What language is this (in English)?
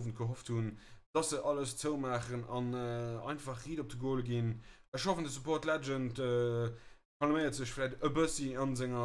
Luxembourgish